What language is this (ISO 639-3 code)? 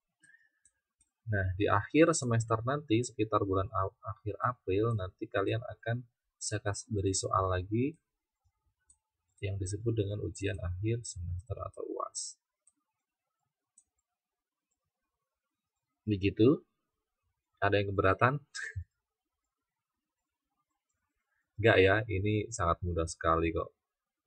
ind